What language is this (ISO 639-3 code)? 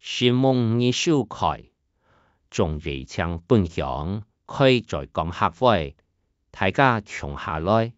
hak